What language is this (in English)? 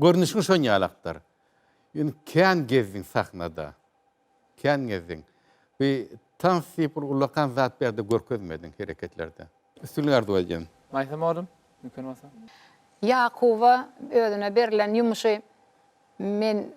Turkmen